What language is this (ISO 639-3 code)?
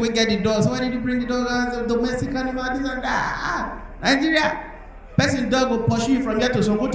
pcm